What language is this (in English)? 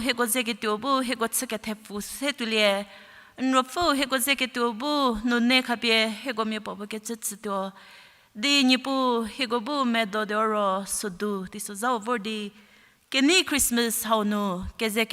Angami Naga